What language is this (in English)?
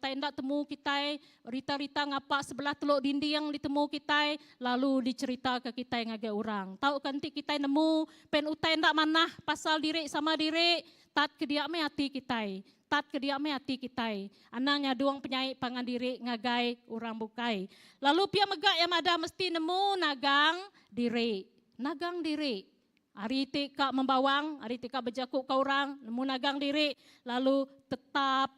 Iban